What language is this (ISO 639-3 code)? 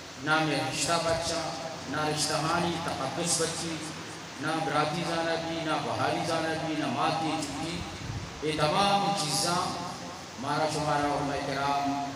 bgp